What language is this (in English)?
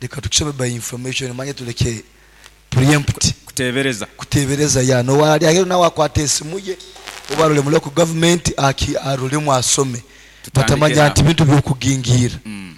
Nyoro